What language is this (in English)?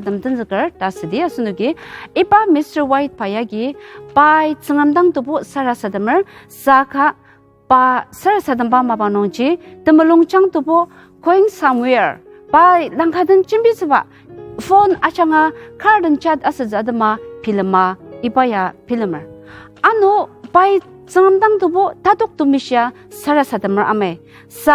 Ao Naga